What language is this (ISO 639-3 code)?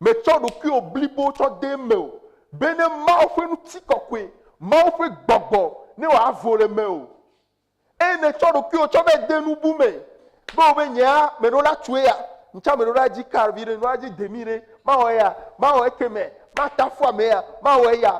ewe